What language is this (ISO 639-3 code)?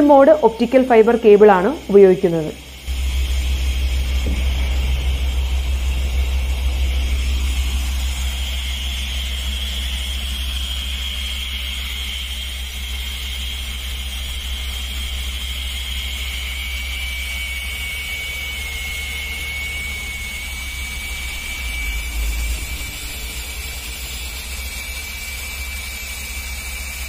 mal